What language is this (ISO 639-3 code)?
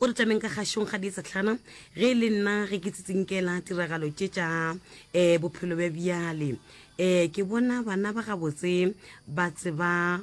nso